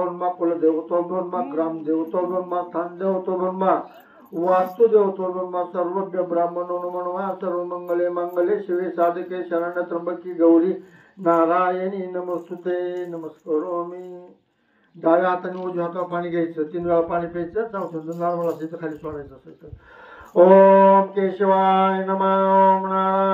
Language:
Marathi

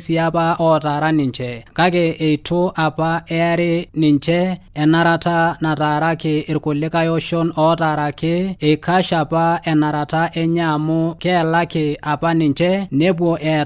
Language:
Masai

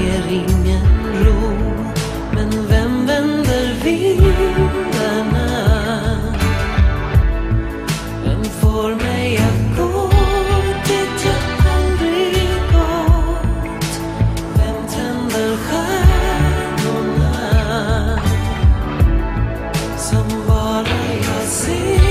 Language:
Swedish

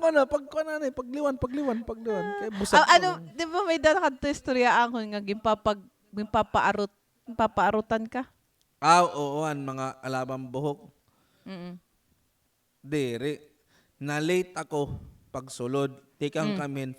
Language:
Waray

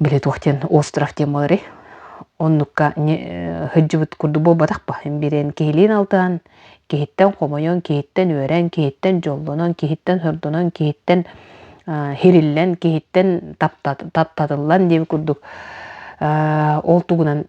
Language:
Yakut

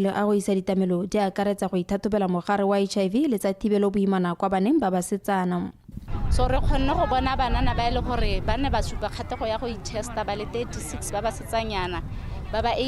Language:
Tswana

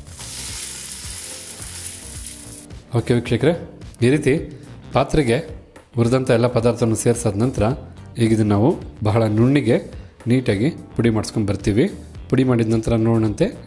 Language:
Kannada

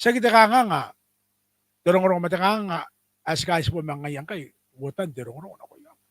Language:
Gilbertese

